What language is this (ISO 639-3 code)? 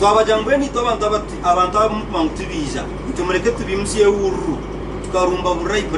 nyn